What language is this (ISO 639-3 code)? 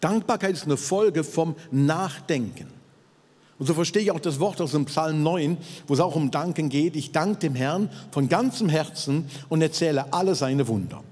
gsw